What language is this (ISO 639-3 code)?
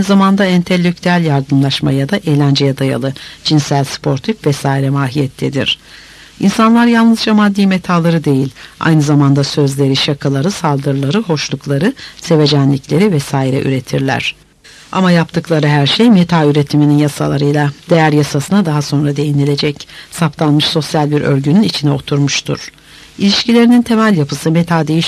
tur